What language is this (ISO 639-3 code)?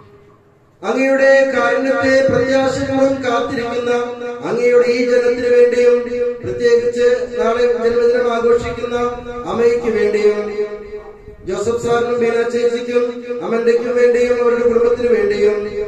mal